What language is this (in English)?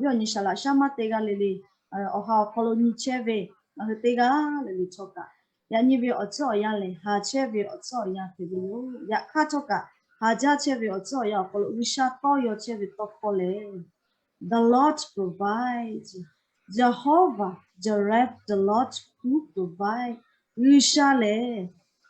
Lahu